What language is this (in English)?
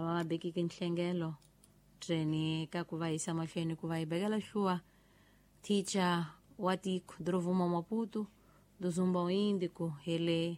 Tsonga